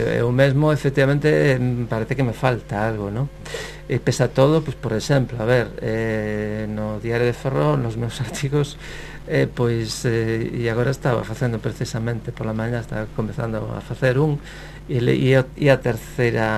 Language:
Galician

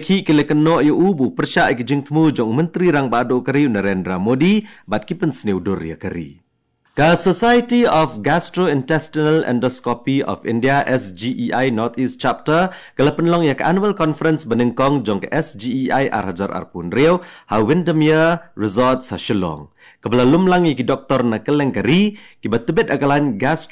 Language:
Khasi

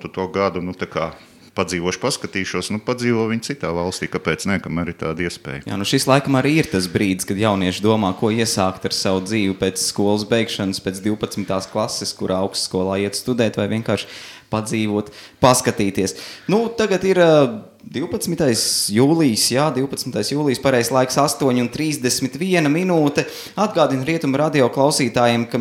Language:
Latvian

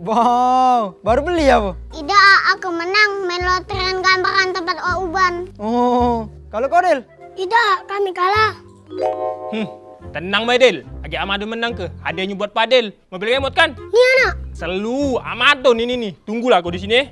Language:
Musi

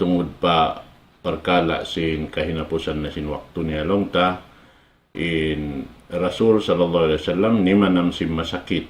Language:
Tausug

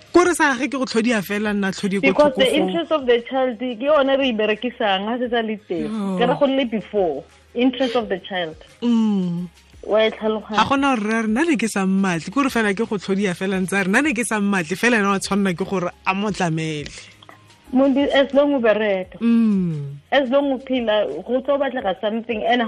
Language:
Tswana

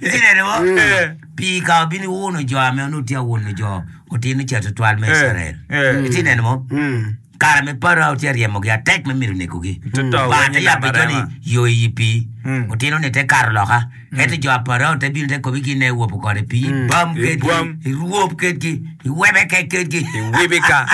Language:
Acoli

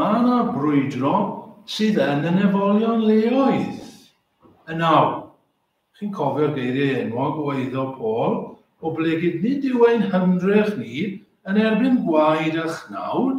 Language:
Welsh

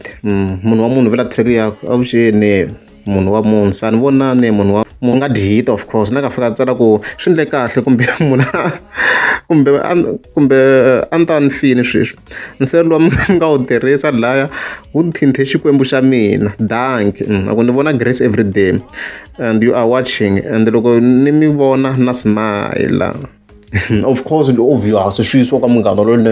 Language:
Tsonga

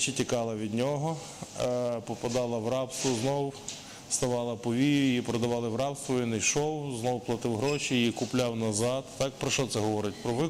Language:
Ukrainian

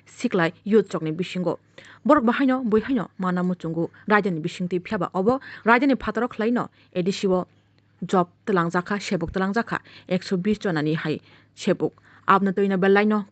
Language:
Kok Borok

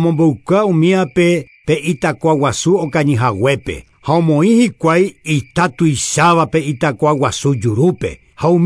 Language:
Guarani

